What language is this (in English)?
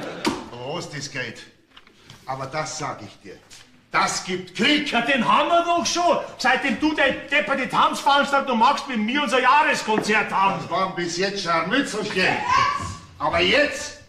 Bavarian